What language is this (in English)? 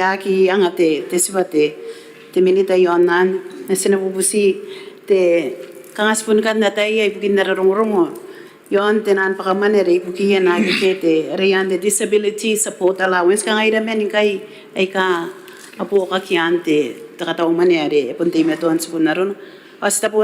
Gilbertese